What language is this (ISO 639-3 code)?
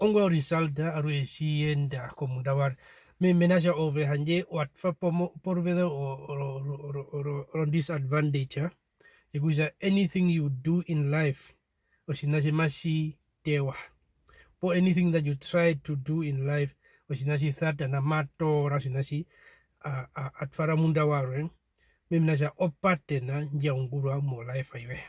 her